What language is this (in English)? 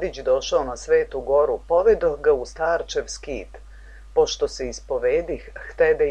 Serbian